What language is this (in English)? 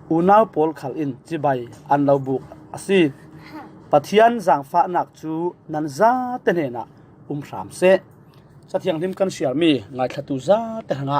Falam Chin